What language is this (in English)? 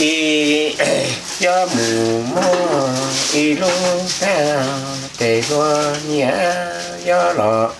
Hmong